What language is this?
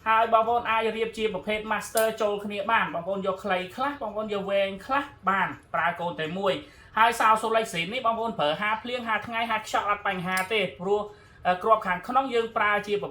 Khmer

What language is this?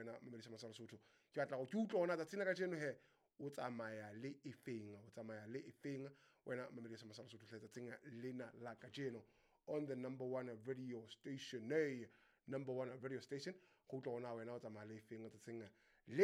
Southern Sotho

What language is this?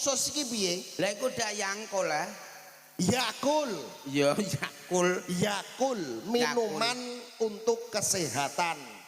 Javanese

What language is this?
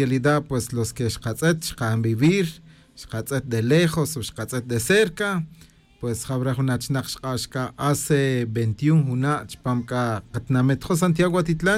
Tz'utujil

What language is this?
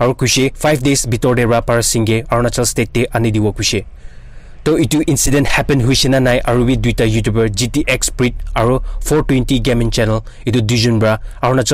Naga Pidgin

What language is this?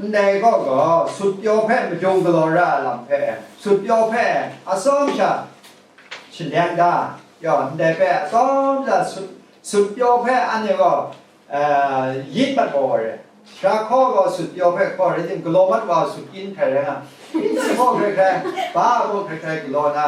Kachin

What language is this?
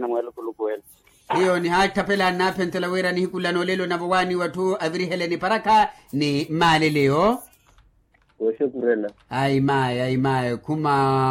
Makhuwa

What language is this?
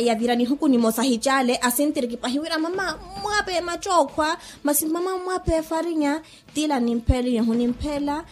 Makhuwa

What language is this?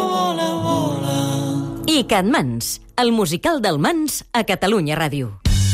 Catalan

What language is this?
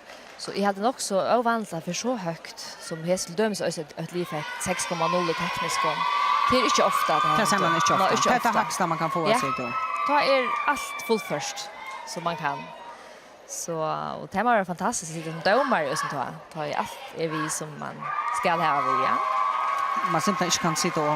Faroese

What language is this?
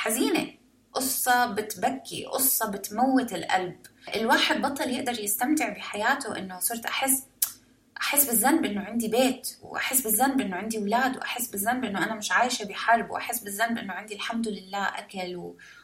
North Levantine Arabic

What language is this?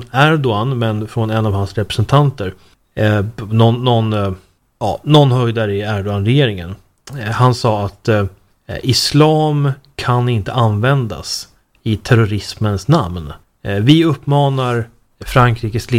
Swedish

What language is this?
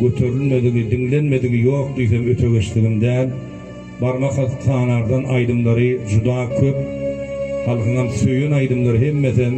Turkmen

